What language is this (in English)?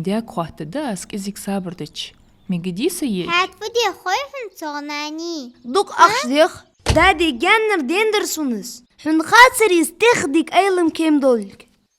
Ingush